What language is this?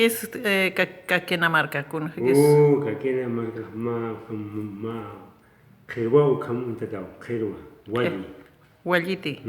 Aymara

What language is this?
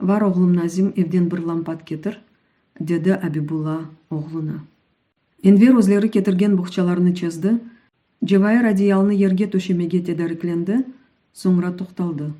Crimean Tatar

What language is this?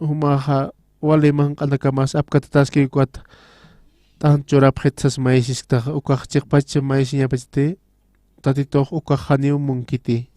Aymara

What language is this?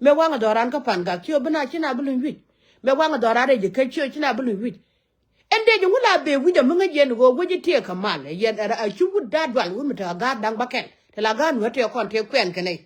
Nuer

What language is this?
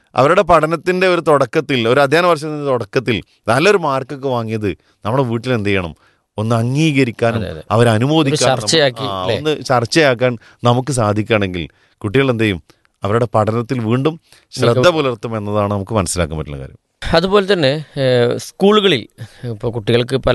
Malayalam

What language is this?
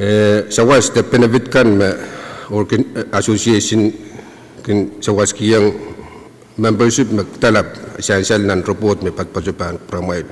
Pohnpeian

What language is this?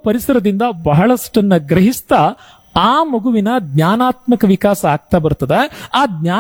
Kannada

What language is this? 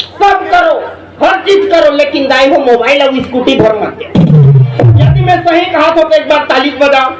Chhattisgarhi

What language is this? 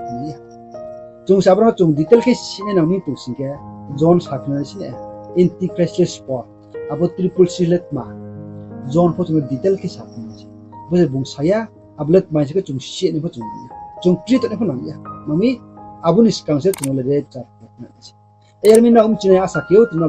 Riang (India)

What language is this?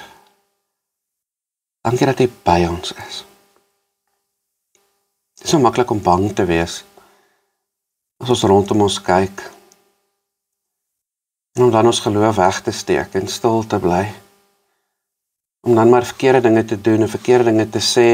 Afrikaans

